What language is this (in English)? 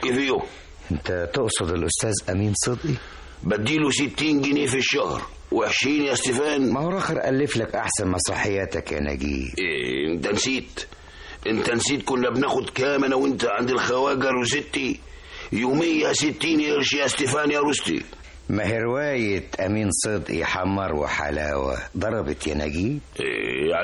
Egyptian Arabic